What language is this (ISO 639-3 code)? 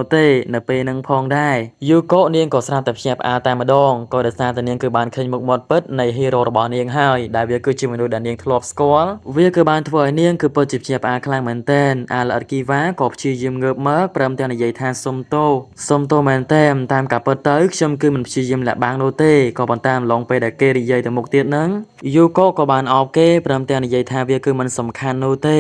khm